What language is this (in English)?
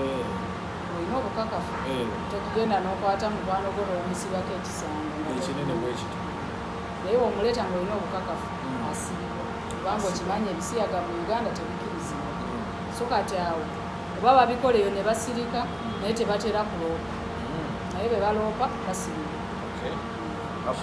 Ganda